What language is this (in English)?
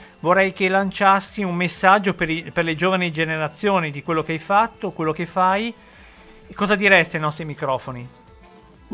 Italian